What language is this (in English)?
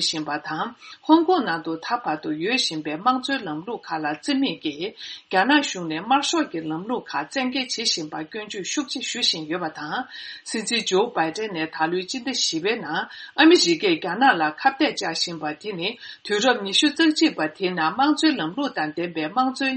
Tibetan